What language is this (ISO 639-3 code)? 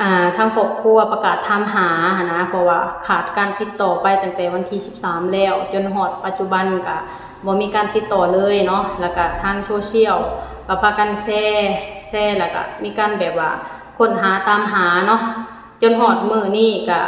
lao